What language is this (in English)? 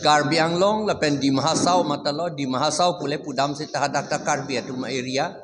Karbi